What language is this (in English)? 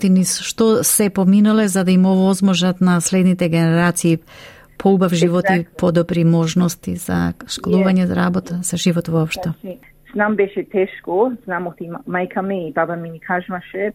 Macedonian